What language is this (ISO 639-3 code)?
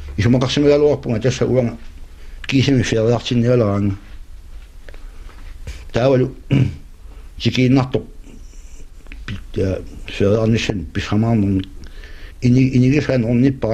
kal